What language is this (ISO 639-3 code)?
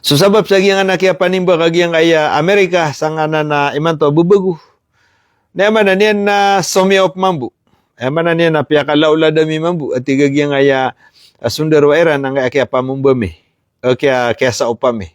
mrw